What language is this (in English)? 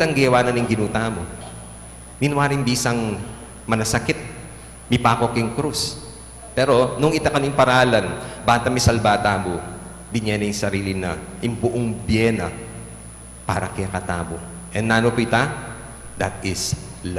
Pampanga